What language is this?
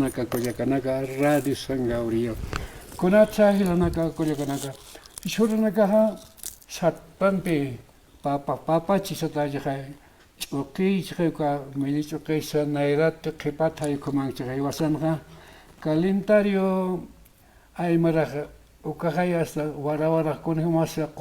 Aymara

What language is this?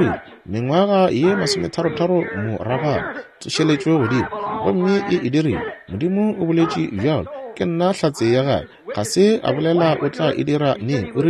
Northern Sotho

